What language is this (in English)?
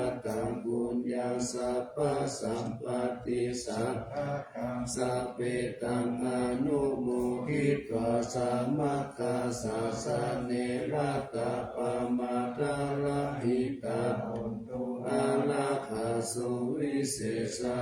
Pali